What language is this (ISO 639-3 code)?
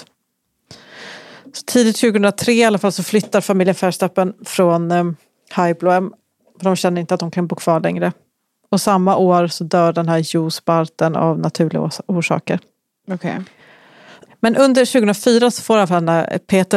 swe